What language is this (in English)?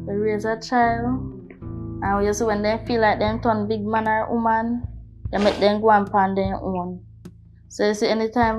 Jamaican Creole English